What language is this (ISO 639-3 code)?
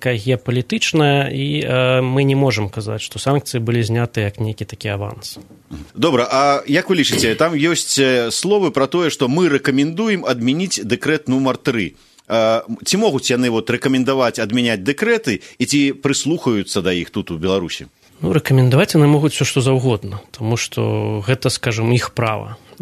bel